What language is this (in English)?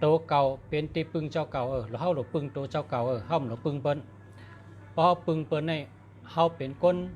Shan